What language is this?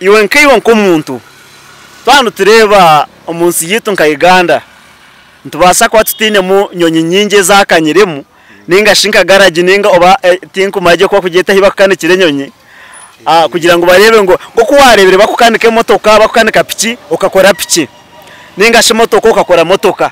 Nyankole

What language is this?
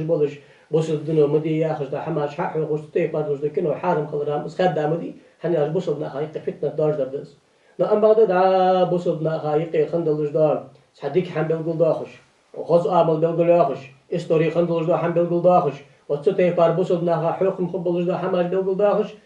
Ingush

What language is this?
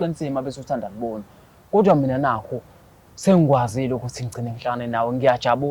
Zulu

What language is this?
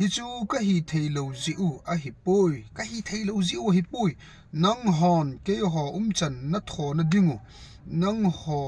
Thado Chin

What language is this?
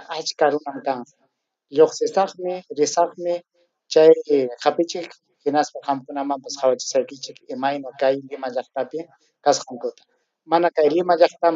Ayacucho Quechua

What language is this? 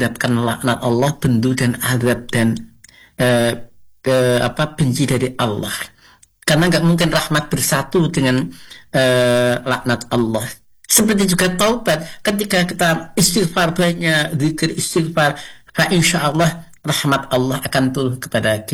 Indonesian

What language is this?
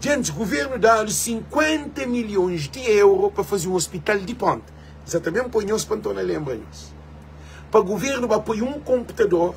Kabuverdianu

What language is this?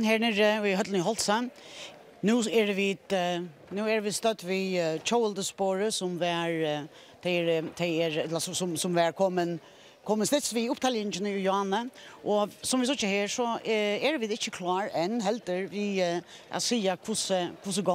Faroese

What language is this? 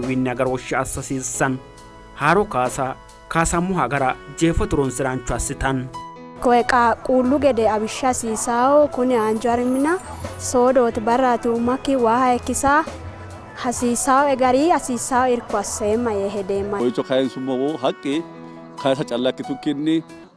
Sidamo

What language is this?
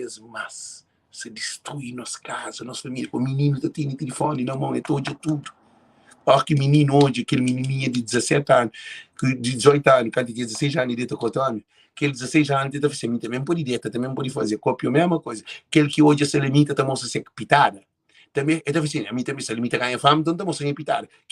Kabuverdianu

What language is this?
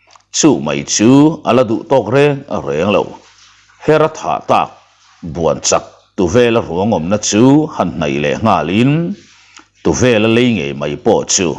Mizo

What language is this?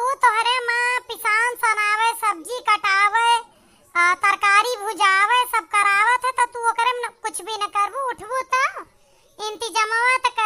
Awadhi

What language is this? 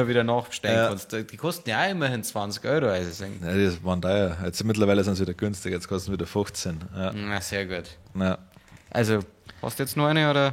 Bavarian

